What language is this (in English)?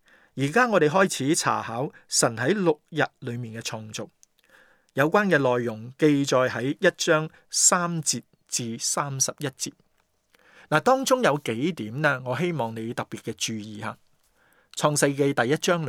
Cantonese